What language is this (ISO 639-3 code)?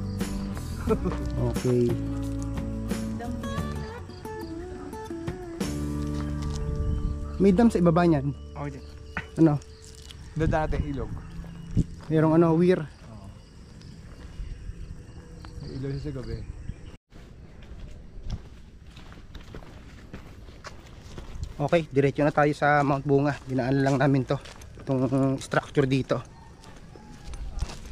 fil